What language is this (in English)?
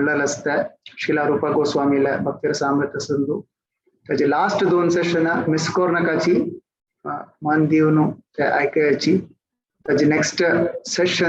Konkani